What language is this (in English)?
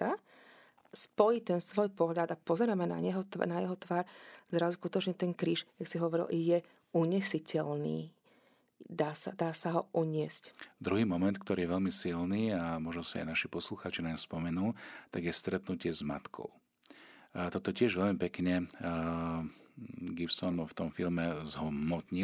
Slovak